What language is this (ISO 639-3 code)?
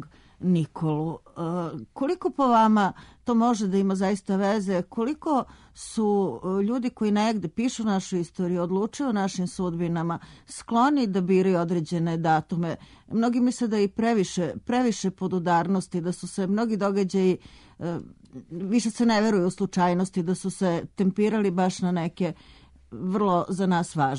srp